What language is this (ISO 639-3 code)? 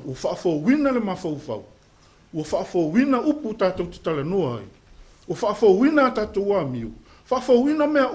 smo